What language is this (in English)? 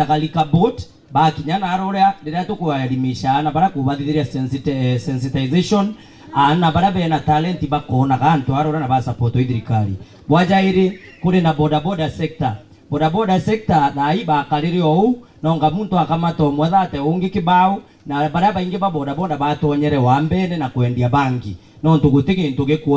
Meru